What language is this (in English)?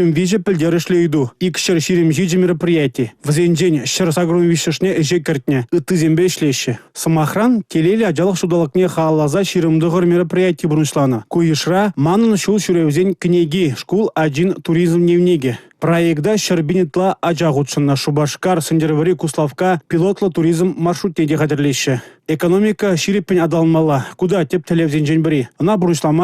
Chuvash